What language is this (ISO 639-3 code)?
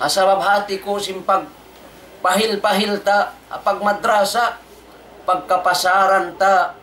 tsg